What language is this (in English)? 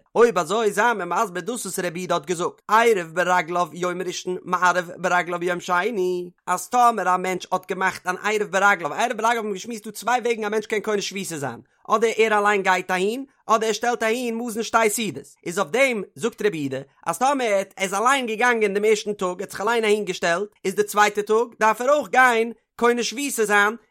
Yiddish